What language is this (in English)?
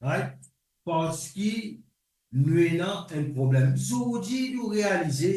Morisyen